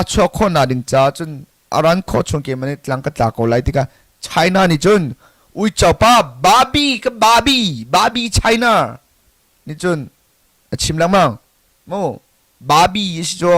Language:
Hakha Chin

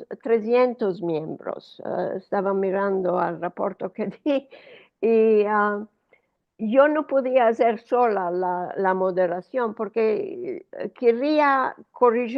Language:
Ladino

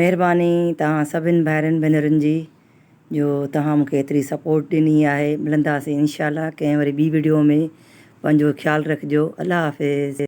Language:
Sindhi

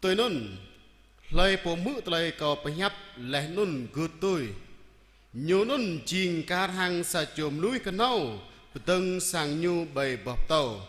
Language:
Jarai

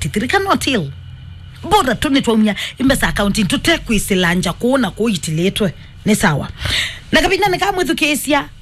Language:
Kamba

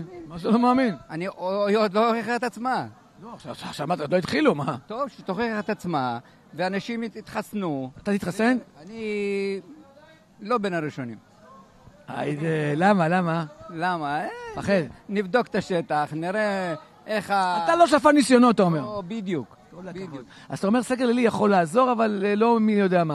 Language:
Hebrew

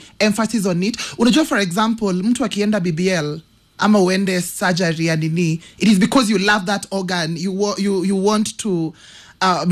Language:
Swahili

